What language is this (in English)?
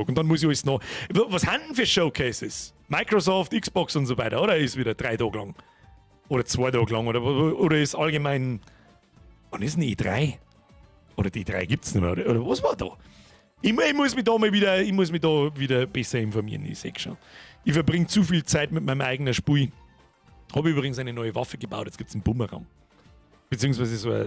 Bavarian